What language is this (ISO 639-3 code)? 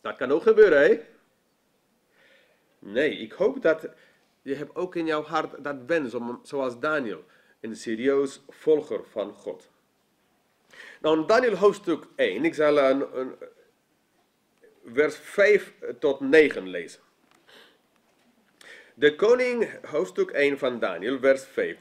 nld